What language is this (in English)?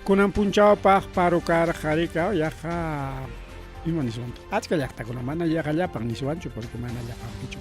Ayacucho Quechua